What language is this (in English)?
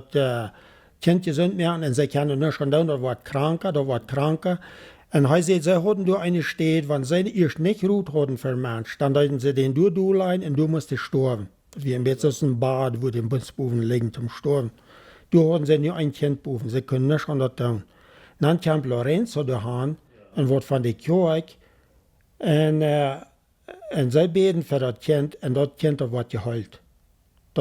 Plautdietsch